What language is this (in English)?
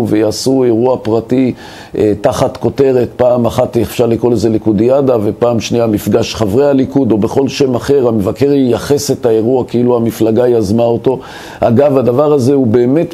Hebrew